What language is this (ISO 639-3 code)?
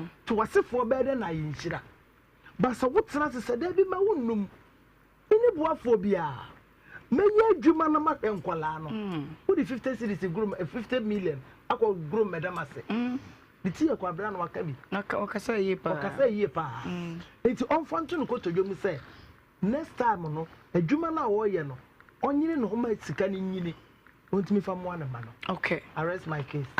aka